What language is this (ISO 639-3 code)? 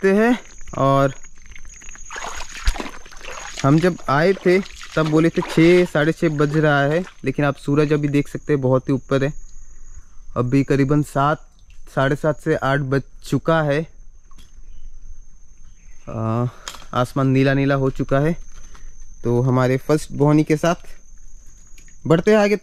hin